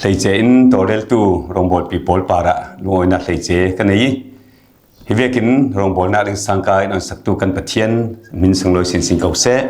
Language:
Falam Chin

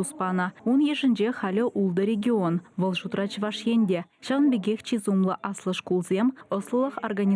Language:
Chuvash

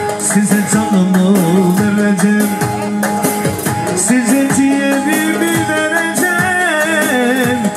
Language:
Turkish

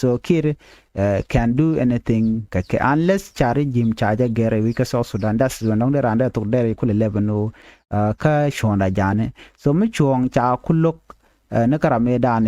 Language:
Nuer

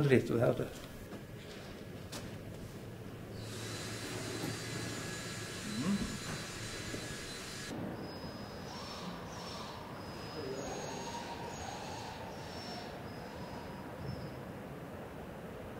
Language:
Swedish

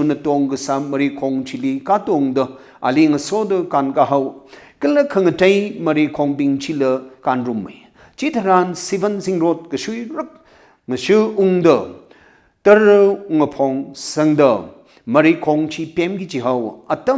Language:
Tangkhul Naga (India)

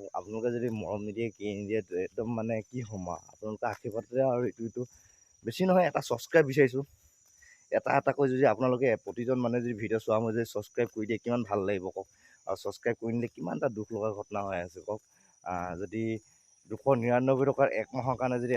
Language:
Assamese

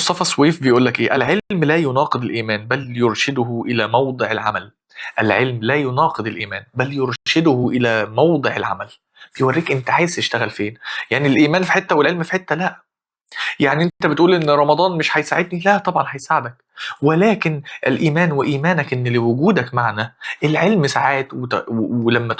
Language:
Egyptian Arabic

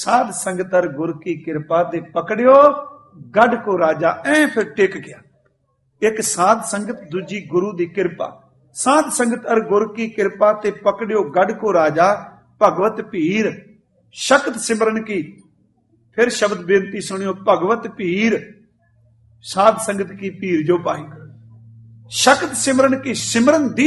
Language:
Punjabi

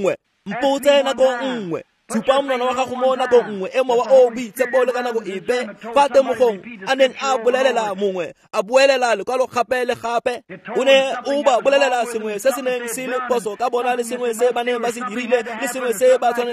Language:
Tswana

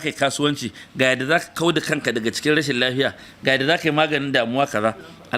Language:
Hausa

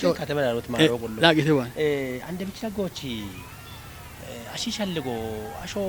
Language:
Kafa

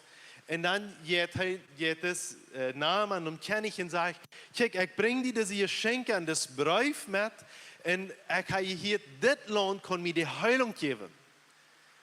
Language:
Plautdietsch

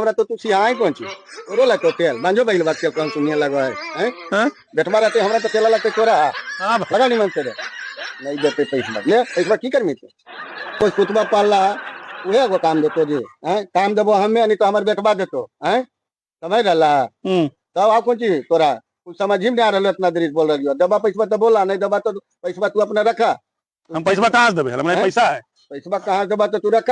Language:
Magahi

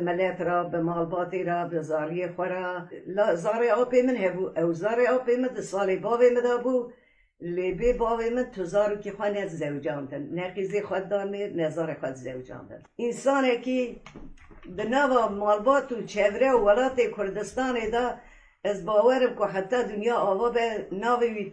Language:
Kurdish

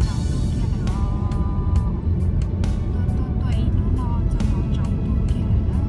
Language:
Hmong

